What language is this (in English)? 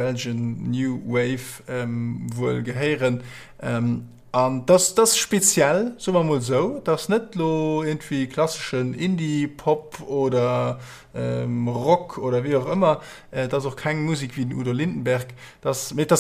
Luxembourgish